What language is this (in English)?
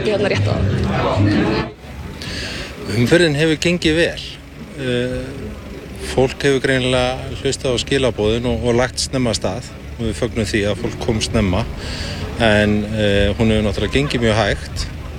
Icelandic